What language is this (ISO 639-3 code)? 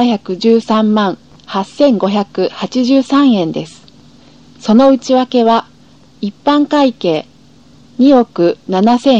jpn